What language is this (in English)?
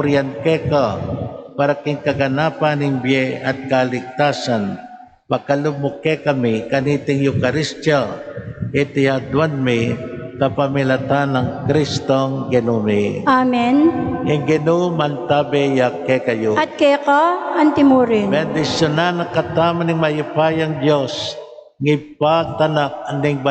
Pampanga